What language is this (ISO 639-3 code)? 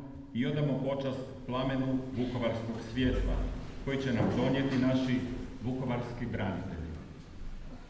hrv